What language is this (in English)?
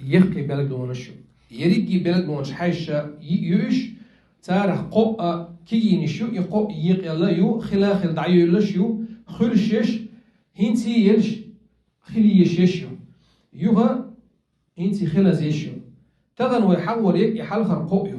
Chechen